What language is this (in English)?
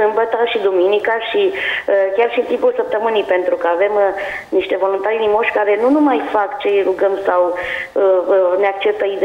Romanian